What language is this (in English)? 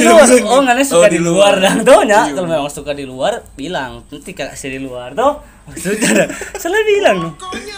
Manado Malay